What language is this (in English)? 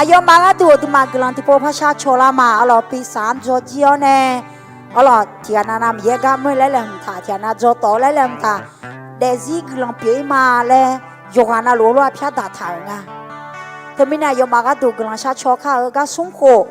Akha